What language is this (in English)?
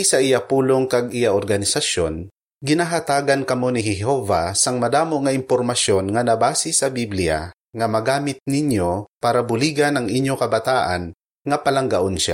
Hiligaynon